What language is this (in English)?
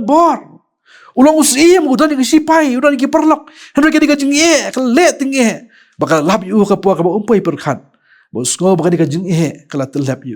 Khasi